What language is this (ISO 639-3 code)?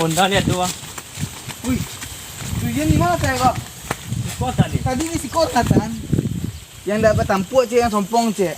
min